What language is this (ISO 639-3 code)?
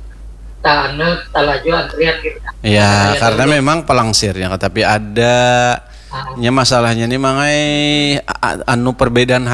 bjn